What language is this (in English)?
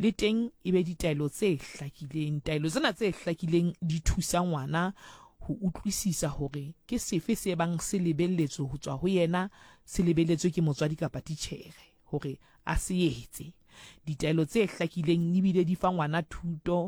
Southern Sotho